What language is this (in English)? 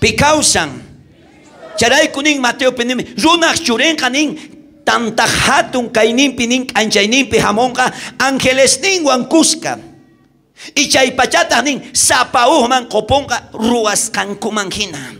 South Bolivian Quechua